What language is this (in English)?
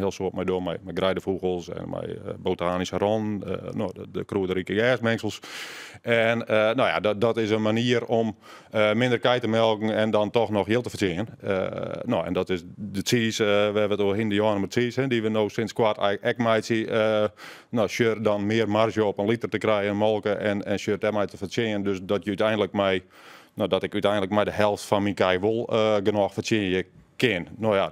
Western Frisian